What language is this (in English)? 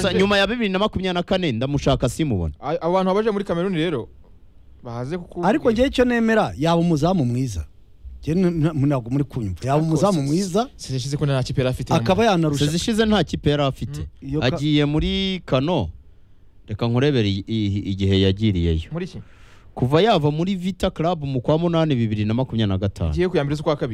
Kinyarwanda